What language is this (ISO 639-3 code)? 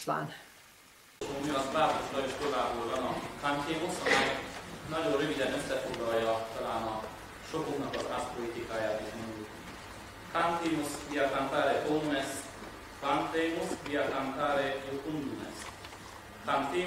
hun